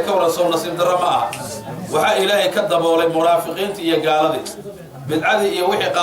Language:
Somali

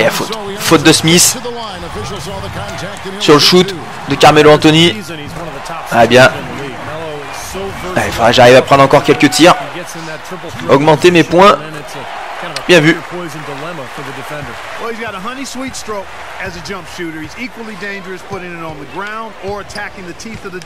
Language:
French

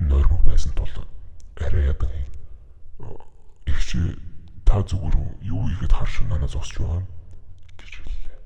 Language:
Mongolian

